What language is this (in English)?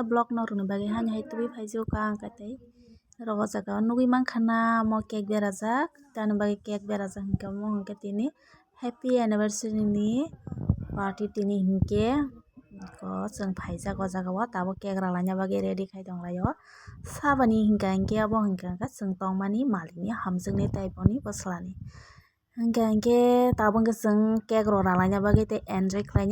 Kok Borok